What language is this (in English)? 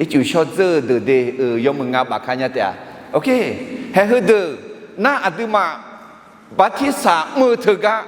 Akha